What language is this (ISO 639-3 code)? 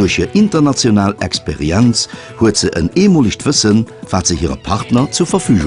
ltz